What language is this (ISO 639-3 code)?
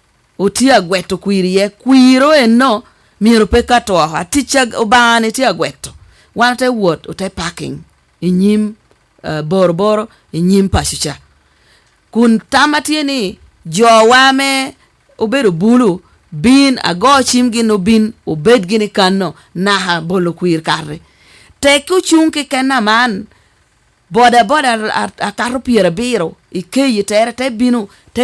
laj